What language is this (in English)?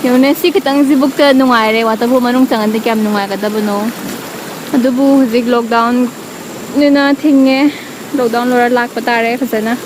Manipuri